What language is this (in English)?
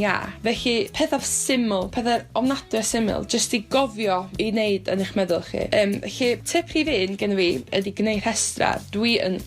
Welsh